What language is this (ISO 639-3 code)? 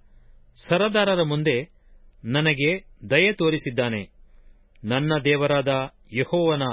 kan